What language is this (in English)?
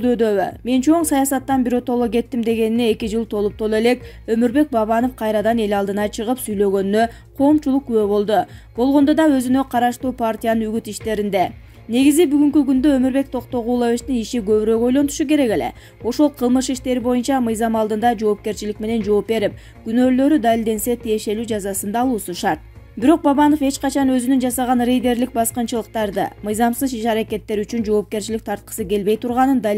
Kyrgyz